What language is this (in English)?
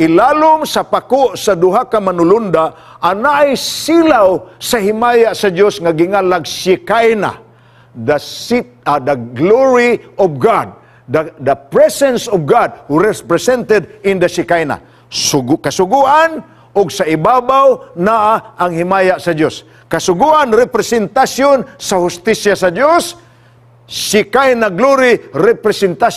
Cebuano